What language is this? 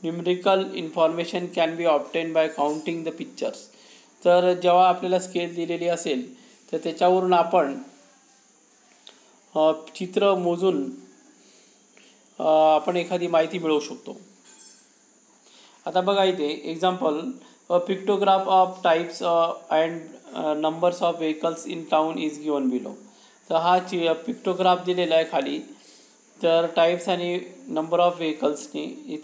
Marathi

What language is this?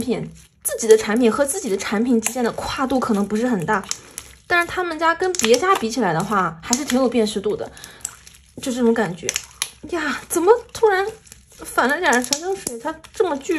Chinese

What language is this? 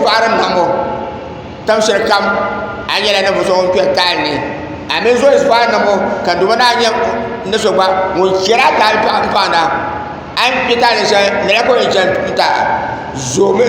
Dagbani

